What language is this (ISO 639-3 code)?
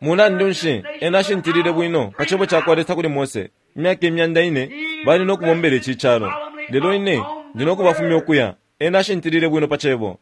bem